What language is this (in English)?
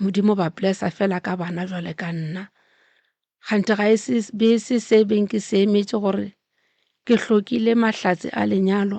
Northern Sotho